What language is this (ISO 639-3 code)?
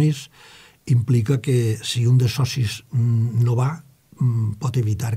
cat